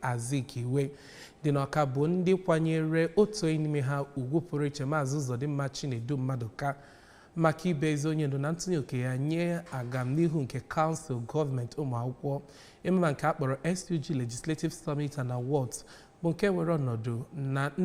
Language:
Igbo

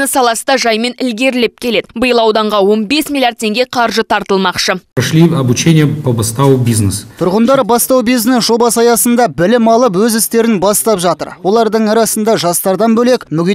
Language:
Kazakh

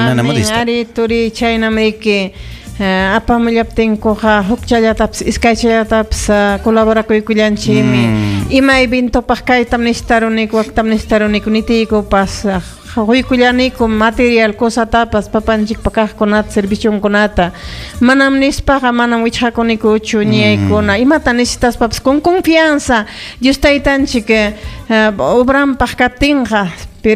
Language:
Ayacucho Quechua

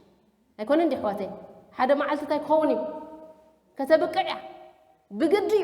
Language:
Tigrinya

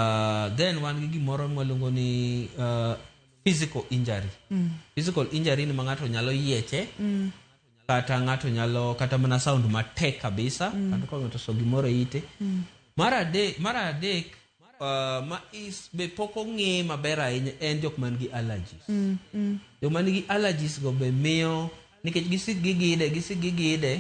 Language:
Luo (Kenya and Tanzania)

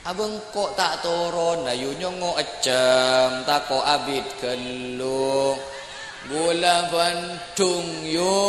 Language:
Madurese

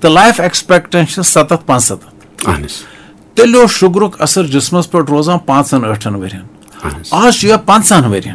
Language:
Kashmiri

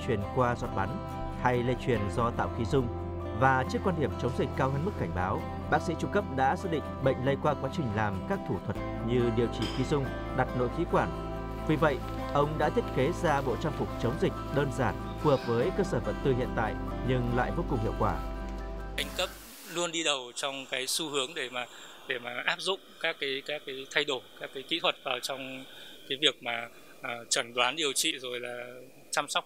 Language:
Vietnamese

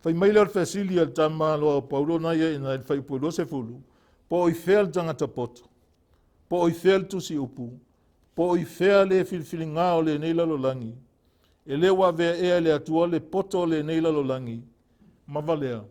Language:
Samoan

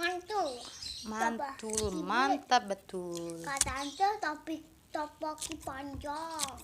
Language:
Musi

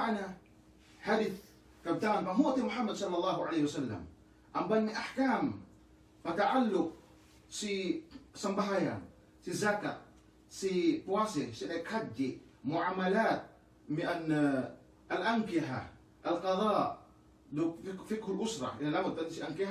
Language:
Yakan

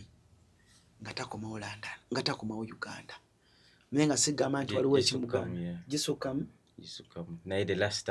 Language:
Ganda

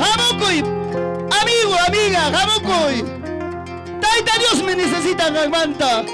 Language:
Ayacucho Quechua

